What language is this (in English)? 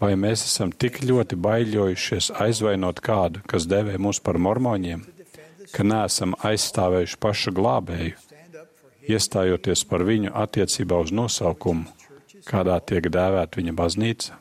Latvian